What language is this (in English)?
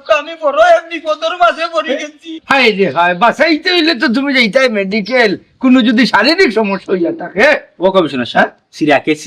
Sylheti